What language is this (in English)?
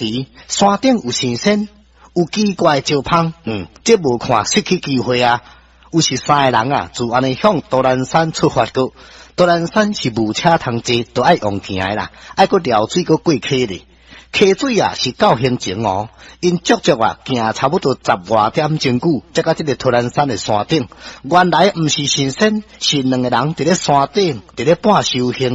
Min Nan Chinese